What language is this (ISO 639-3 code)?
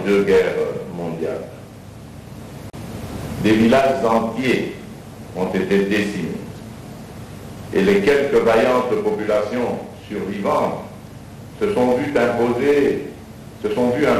fra